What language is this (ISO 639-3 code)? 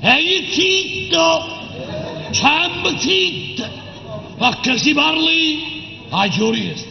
nap